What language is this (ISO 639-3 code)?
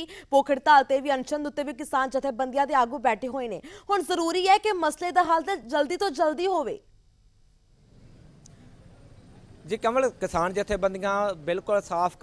pan